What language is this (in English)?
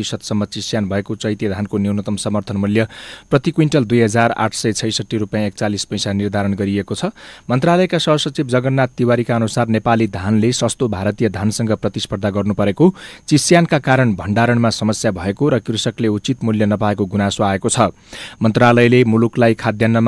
Nepali